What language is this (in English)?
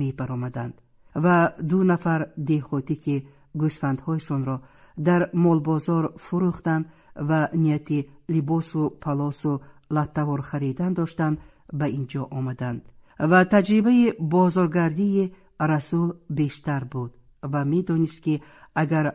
Tajik